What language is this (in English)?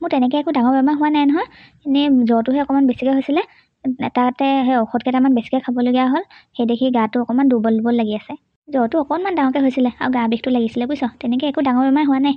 Assamese